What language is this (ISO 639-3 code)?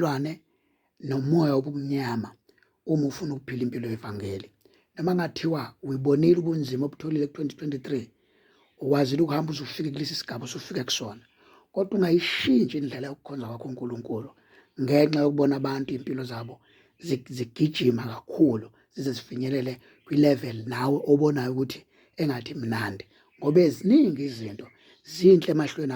zul